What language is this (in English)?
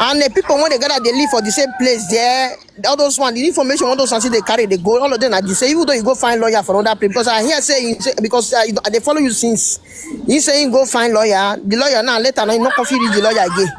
Nigerian Pidgin